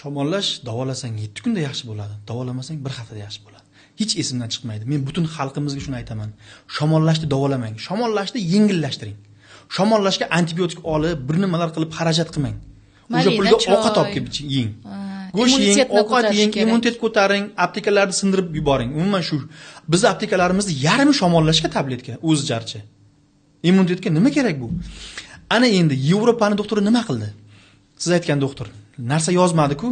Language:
Uzbek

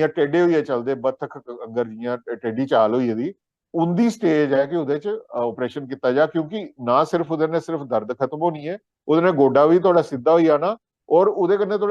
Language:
Dogri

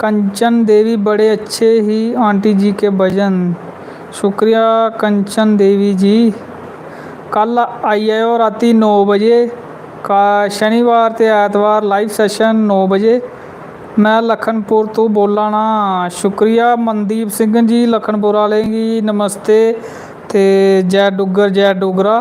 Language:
Dogri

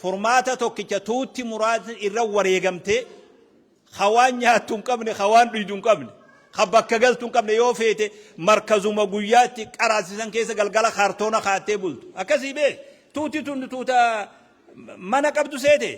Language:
Oromo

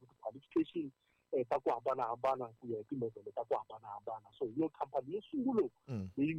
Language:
Tsonga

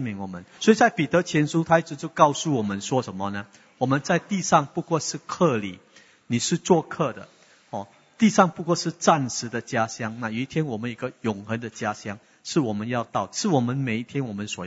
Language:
Chinese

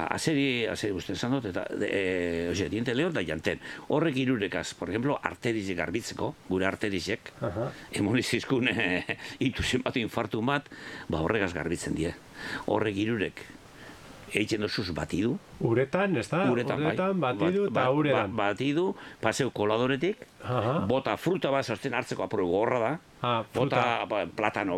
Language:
Basque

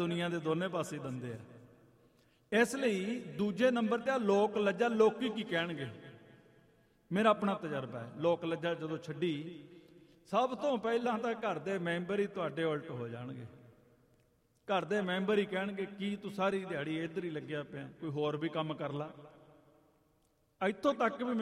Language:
Punjabi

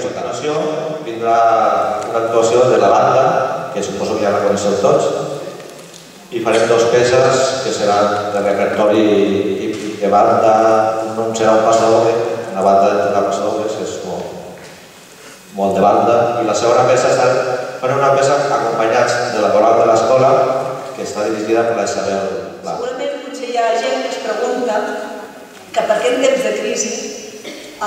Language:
Catalan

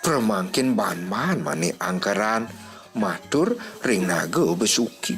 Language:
Balinese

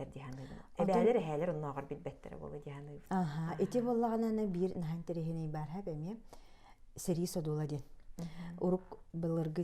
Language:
Yakut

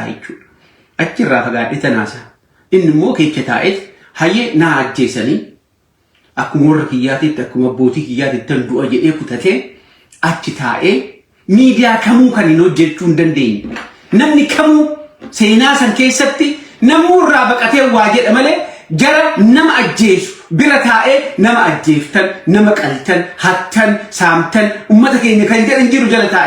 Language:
Oromo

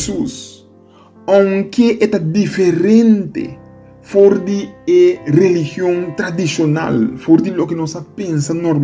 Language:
Papiamento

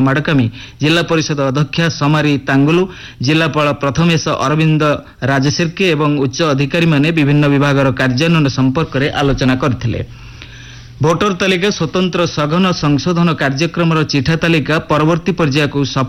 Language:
Odia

